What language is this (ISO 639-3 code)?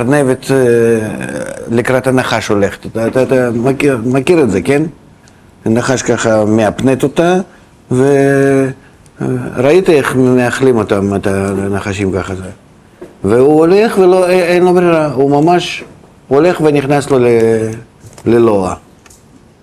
heb